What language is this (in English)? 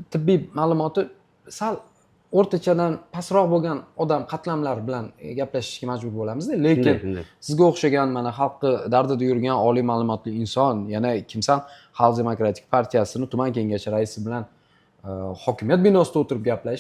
Uzbek